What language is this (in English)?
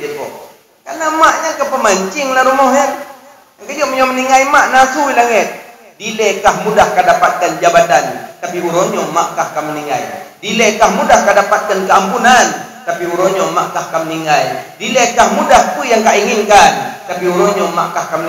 Achinese